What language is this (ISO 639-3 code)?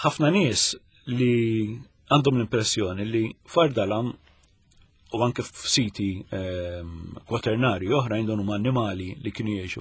mlt